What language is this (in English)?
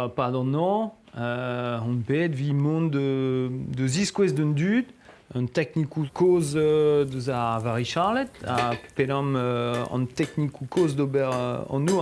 Breton